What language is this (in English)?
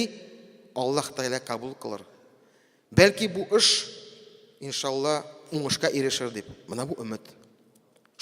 Tatar